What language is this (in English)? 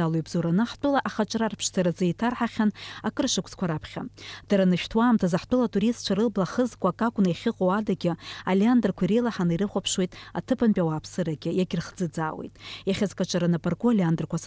Abkhazian